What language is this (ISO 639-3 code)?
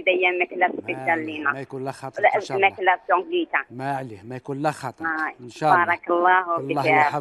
arq